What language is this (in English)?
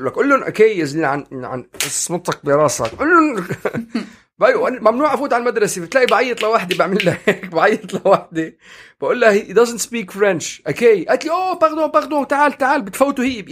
North Levantine Arabic